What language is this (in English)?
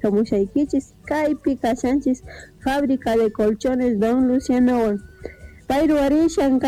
Quechua